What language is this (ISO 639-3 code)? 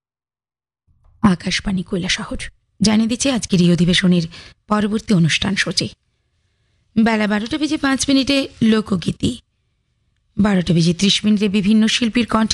ben